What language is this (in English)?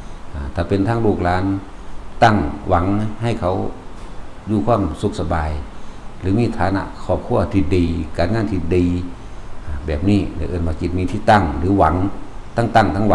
Northeastern Thai